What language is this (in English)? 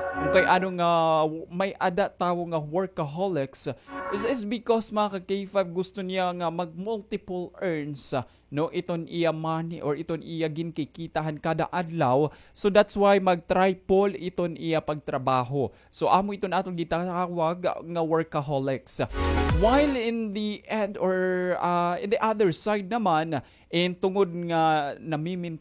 Waray